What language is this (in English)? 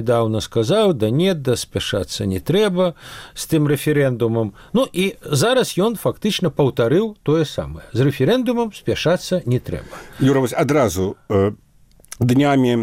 Belarusian